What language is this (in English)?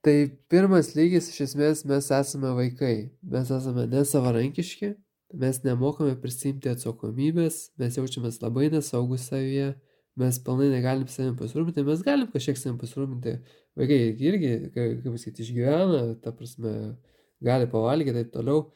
Lithuanian